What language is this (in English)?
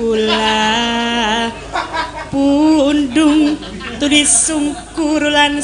Javanese